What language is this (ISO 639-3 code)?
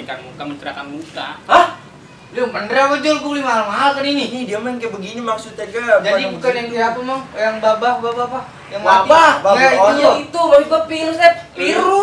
bew